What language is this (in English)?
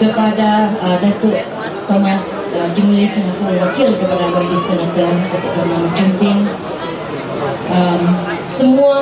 Malay